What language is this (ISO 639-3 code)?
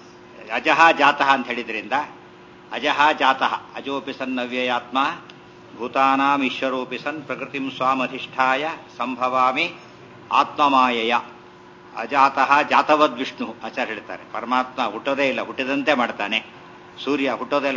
kan